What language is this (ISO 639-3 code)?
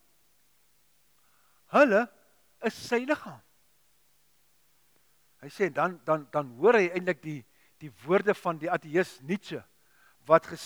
afr